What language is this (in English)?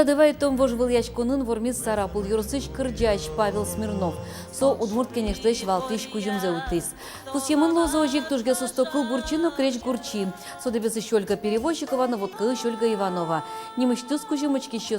Udmurt